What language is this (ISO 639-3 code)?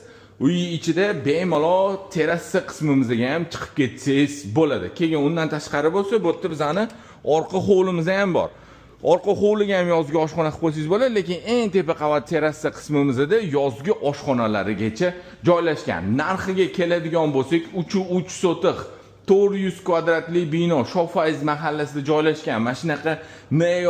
uzb